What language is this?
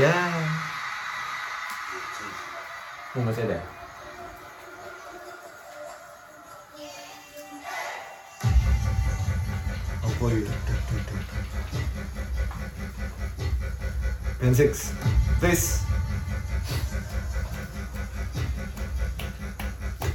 Indonesian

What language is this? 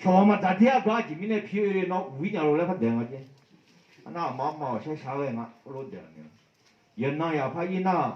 Akha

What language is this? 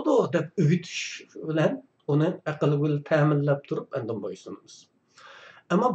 Uyghur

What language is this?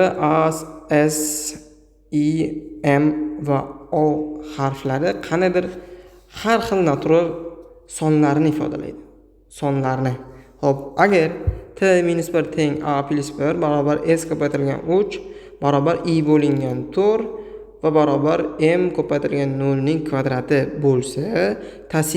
Uzbek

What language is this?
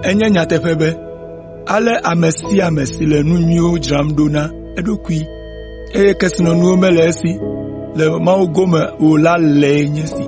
Ewe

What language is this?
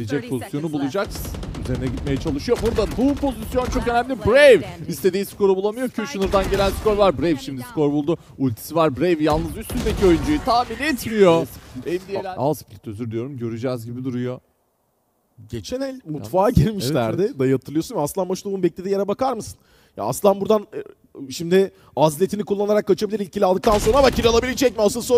Turkish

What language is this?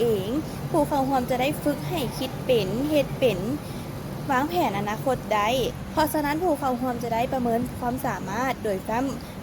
Lao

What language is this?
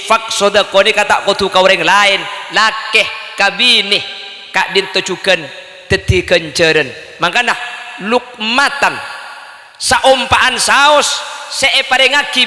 Madurese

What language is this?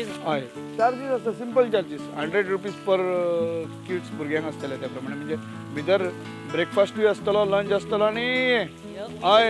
Konkani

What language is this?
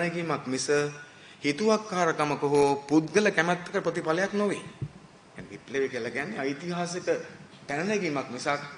Sinhala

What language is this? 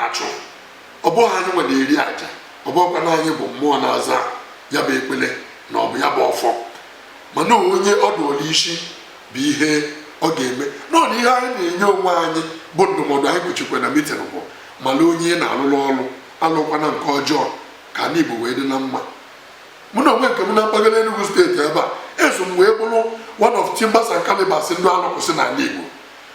Igbo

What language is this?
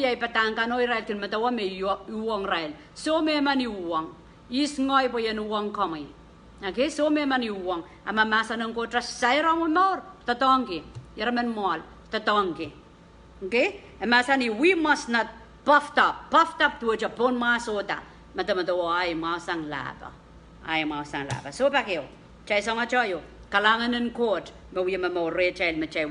Pohnpeian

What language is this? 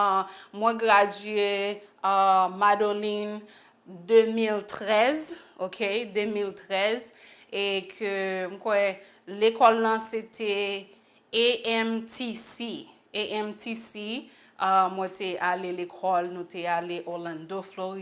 Haitian Creole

